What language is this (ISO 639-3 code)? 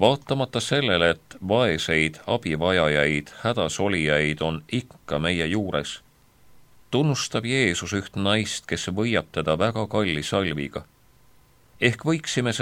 est